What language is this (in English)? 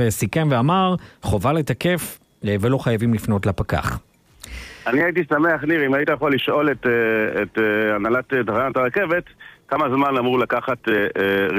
Hebrew